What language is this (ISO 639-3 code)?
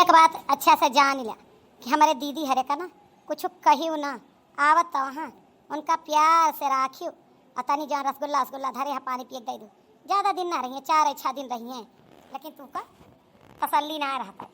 awa